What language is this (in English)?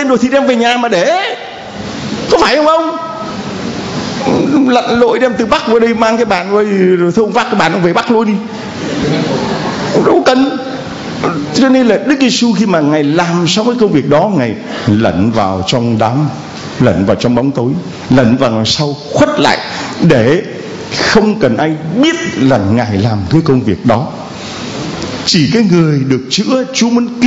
Vietnamese